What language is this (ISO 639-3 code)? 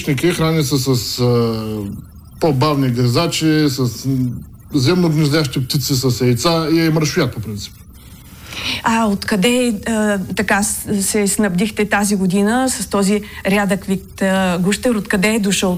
bul